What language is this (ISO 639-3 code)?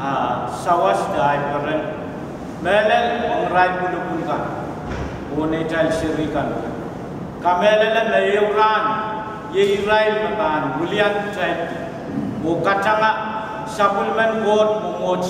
pon